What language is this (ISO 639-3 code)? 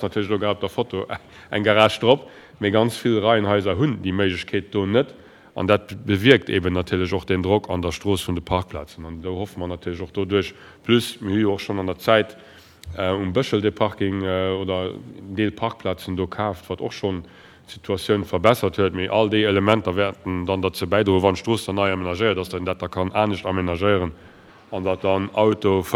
ltz